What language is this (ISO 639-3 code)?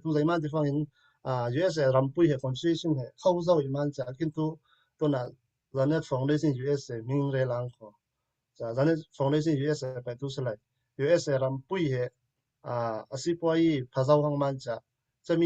cfm